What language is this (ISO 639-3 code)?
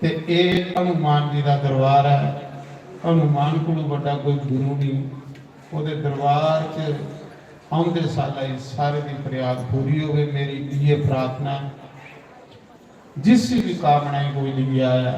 doi